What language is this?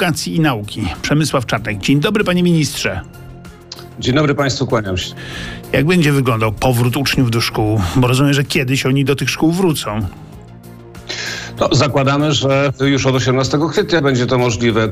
Polish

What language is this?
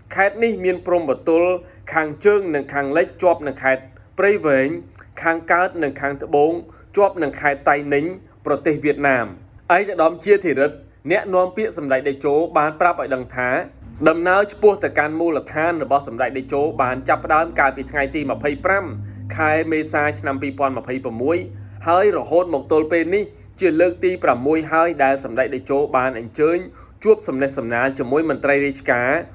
Khmer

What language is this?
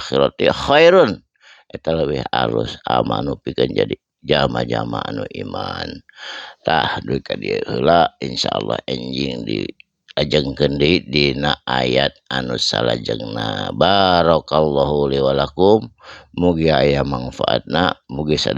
Sundanese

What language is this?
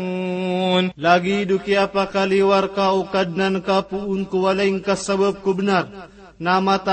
Maranao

